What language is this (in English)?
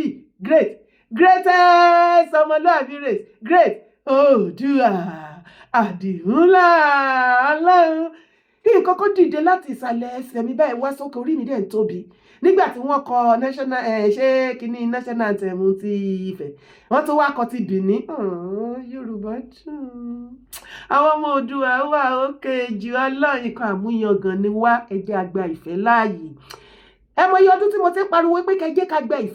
Yoruba